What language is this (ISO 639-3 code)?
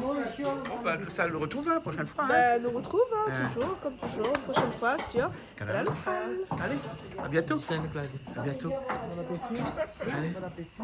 rcf